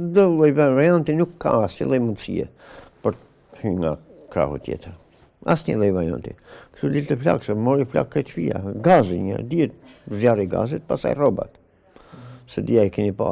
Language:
Albanian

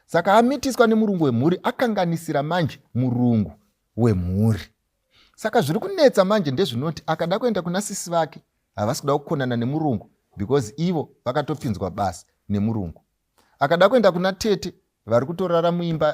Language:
Shona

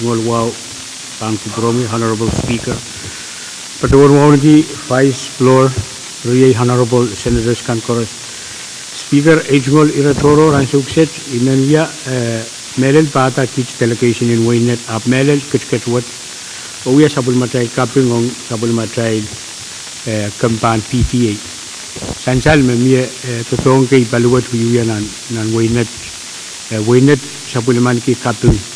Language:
Pohnpeian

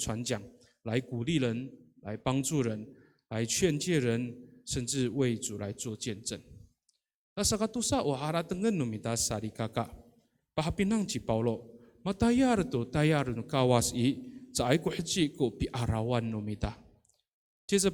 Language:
Amis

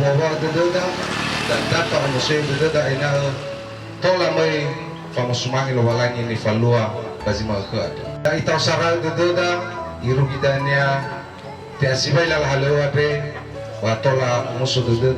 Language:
Nias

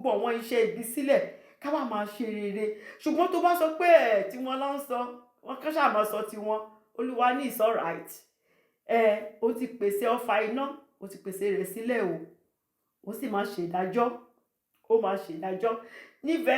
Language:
Yoruba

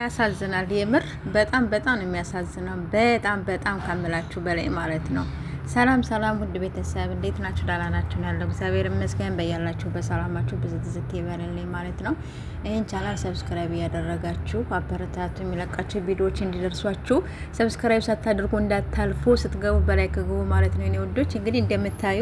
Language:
Amharic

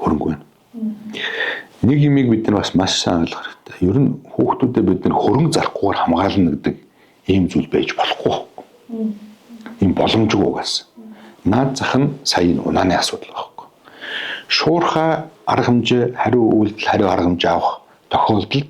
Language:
Mongolian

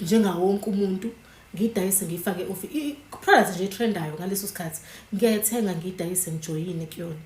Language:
Zulu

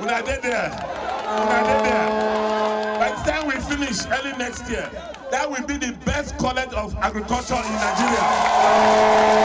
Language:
Nigerian Pidgin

